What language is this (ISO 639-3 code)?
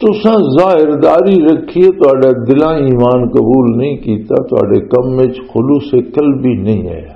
lah